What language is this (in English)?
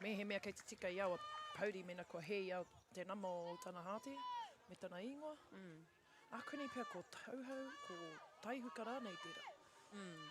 Māori